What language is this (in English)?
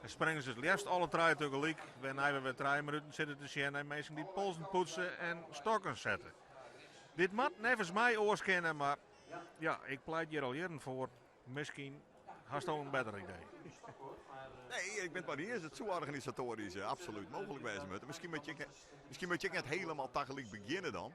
Western Frisian